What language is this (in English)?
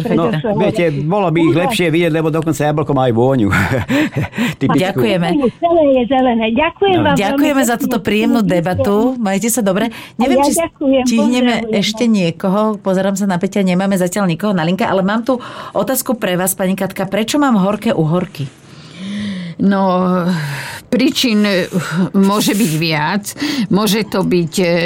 Slovak